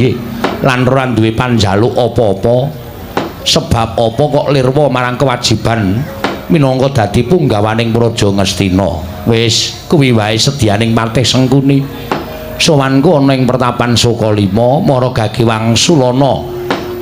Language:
Javanese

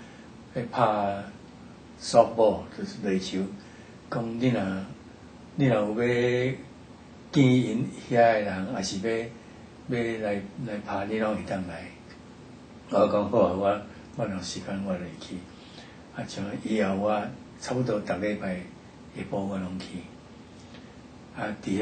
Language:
Min Nan Chinese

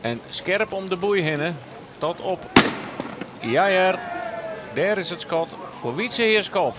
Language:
Western Frisian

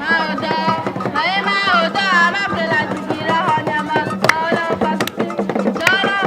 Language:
Ewe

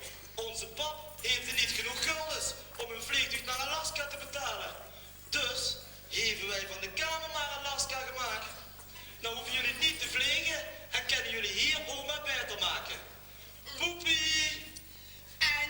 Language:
Limburgish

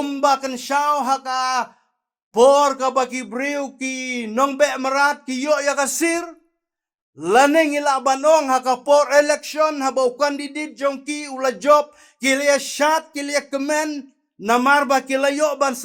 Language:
Khasi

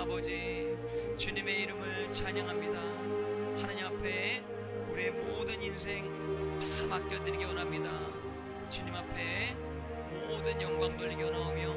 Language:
Korean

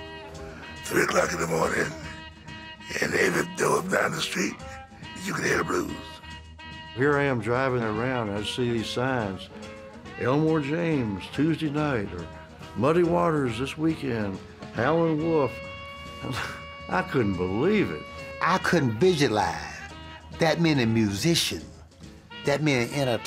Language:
English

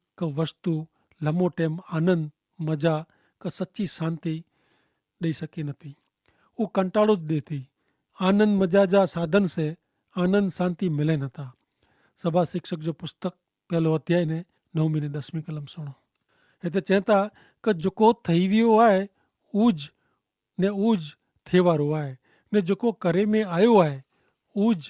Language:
Kachhi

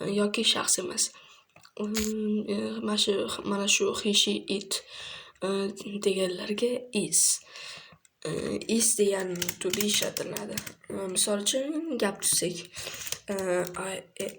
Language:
Uzbek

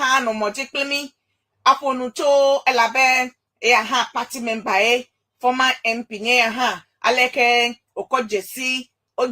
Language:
Ewe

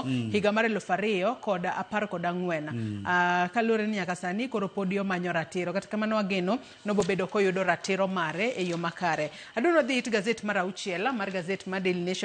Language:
Luo (Kenya and Tanzania)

